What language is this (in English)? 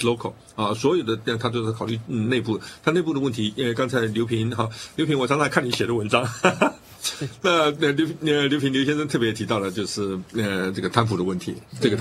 Chinese